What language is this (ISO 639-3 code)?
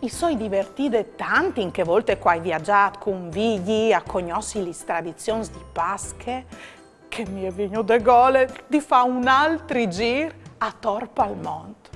fur